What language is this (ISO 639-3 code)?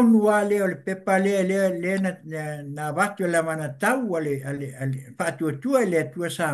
smo